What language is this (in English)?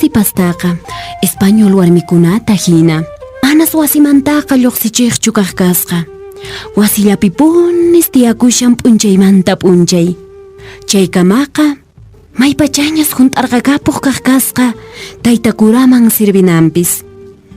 Quechua